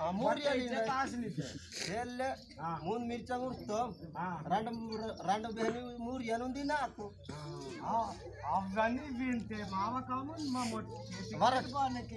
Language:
Adilabad Gondi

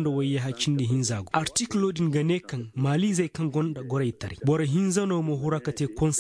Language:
Koyraboro Senni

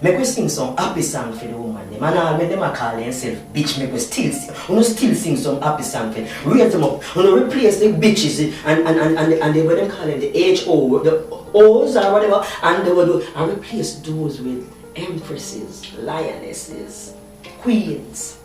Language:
Jamaican Creole English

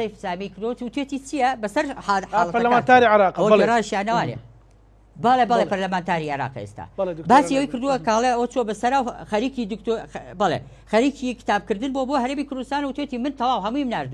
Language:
Central Kurdish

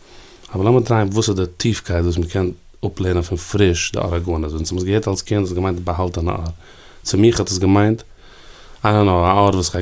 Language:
Yiddish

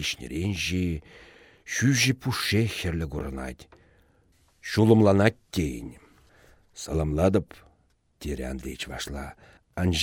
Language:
Chuvash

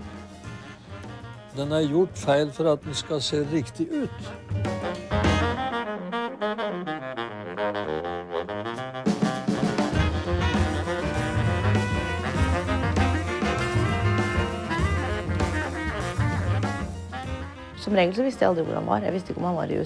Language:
Norwegian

